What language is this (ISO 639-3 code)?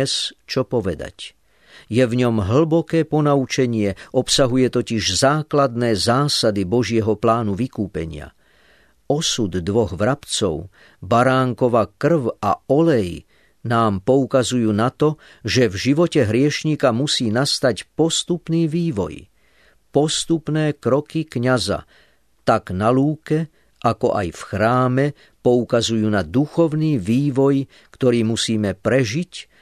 slk